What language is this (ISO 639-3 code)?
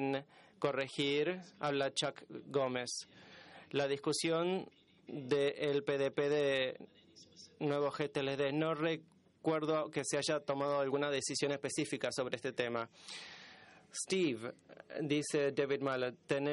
spa